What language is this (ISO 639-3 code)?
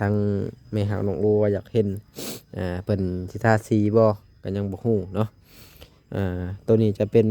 lao